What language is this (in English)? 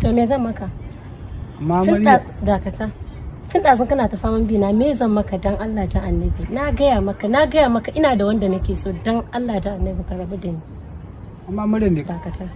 Hausa